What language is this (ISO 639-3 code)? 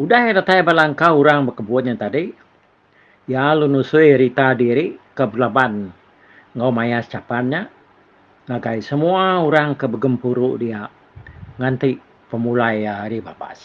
iba